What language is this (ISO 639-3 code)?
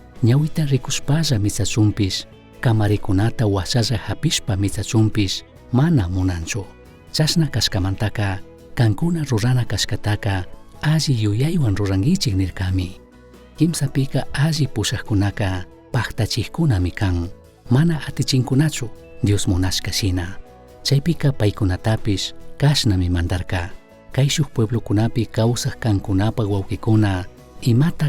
qug